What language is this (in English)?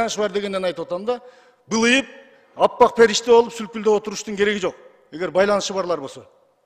Kyrgyz